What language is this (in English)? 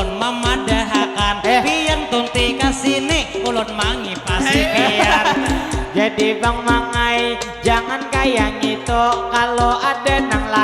Banjar